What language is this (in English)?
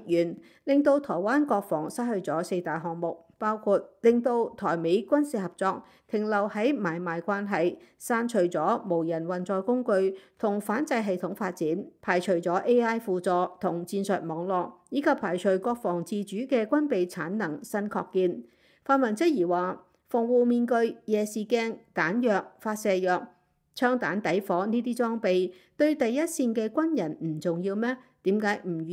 Cantonese